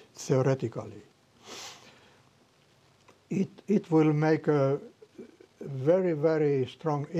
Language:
Romanian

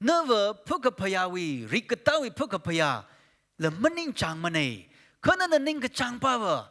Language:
Tangkhul Naga (India)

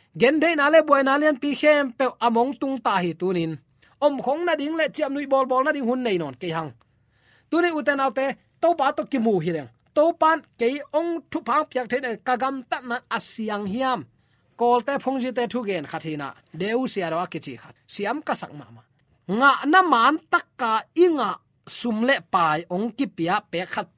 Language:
Tedim Chin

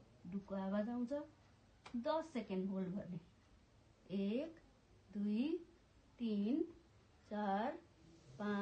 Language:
Nepali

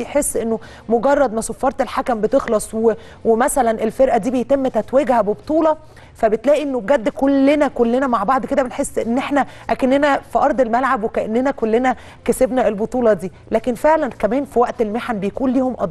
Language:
Egyptian Arabic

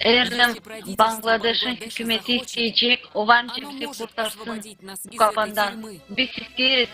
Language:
Gagauz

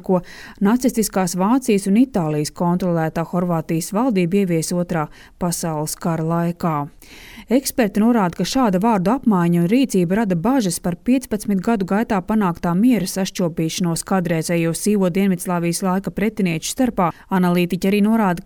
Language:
Latvian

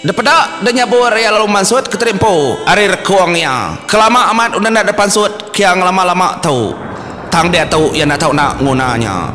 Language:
Iban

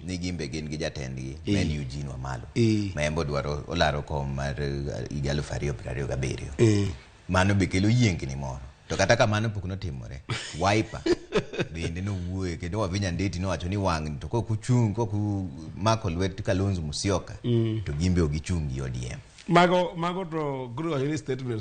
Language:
Luo (Kenya and Tanzania)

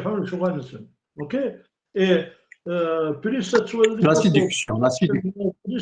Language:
Kabyle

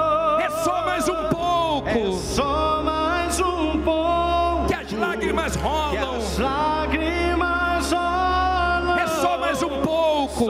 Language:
Portuguese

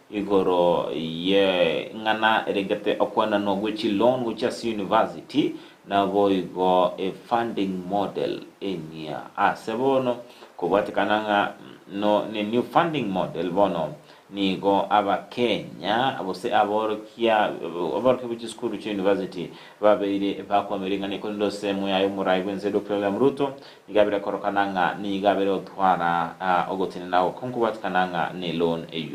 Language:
Gusii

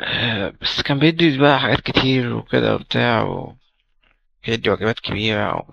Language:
Egyptian Arabic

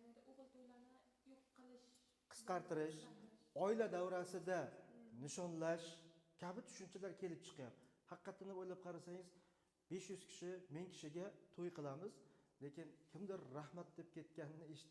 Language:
Uzbek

